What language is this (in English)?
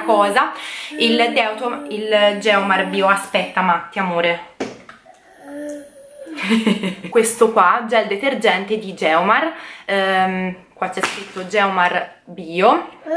Italian